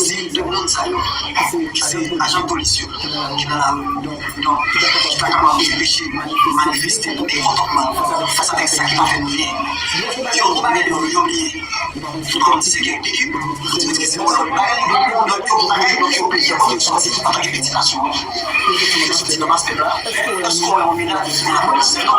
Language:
Haitian Creole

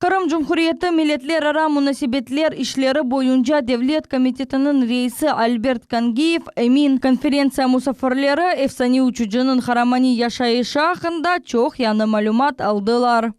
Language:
Crimean Tatar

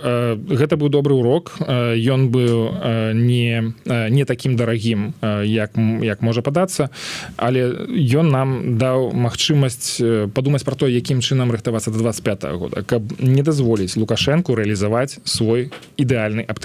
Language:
Belarusian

